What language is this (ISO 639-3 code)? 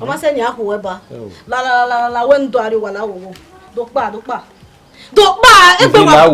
bin